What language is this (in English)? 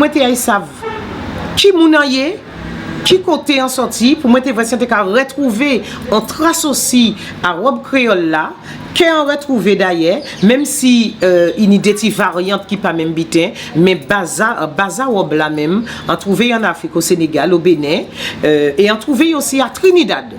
Guadeloupean Creole French